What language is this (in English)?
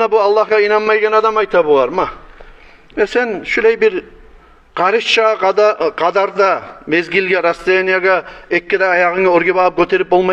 Kumyk